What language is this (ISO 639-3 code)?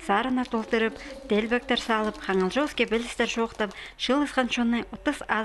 kjh